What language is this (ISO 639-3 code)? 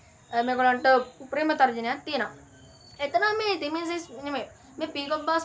sin